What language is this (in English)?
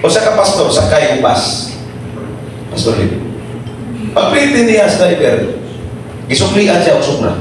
Cebuano